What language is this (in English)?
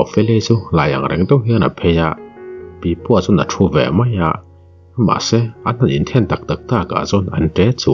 Mizo